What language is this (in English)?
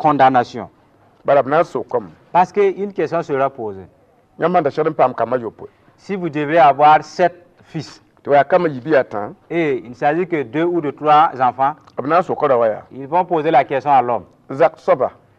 Mossi